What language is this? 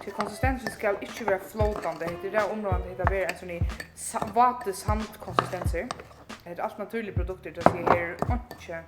Faroese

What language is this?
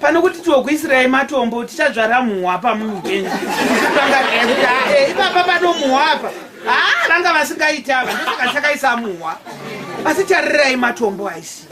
Shona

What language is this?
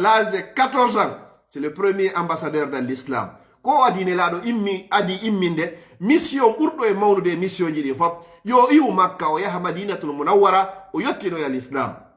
Fula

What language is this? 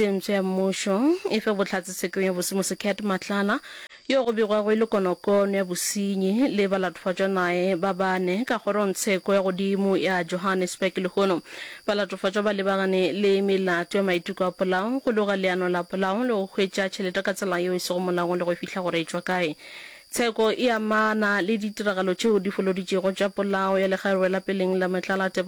Northern Sotho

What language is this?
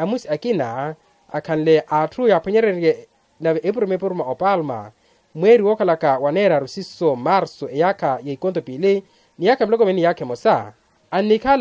Makhuwa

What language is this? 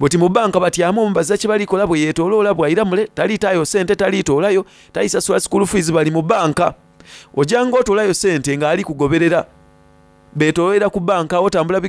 Soga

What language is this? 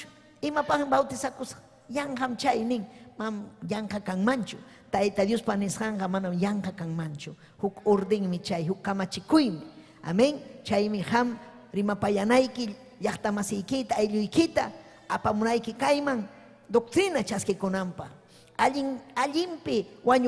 Ayacucho Quechua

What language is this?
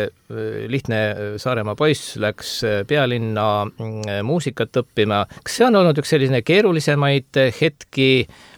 Estonian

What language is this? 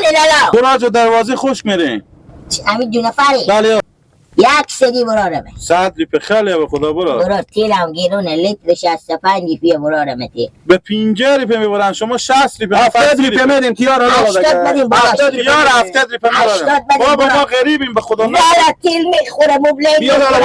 Persian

